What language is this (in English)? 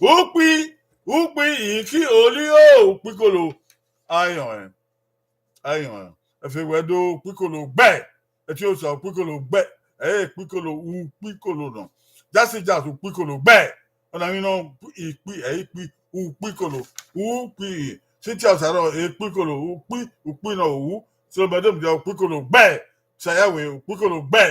Bini